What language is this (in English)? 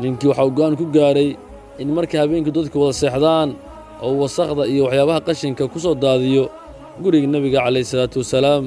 Somali